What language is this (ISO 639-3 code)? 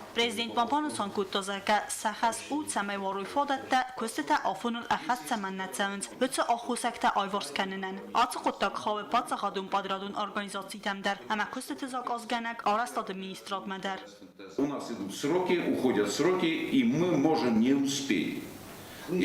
oss